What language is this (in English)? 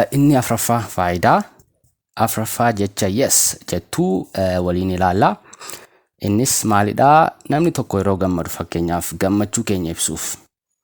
Oromo